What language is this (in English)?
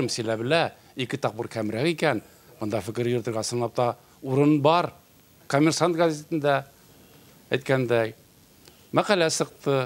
Bashkir